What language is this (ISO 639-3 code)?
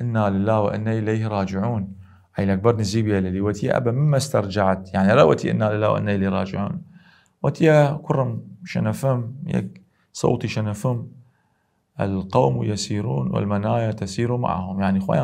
sdh